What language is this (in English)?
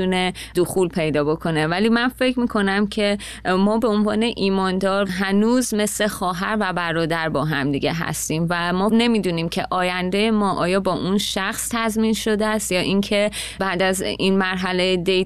Persian